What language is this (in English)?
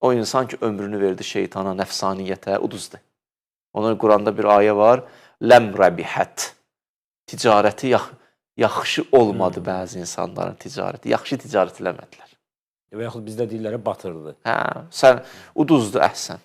Azerbaijani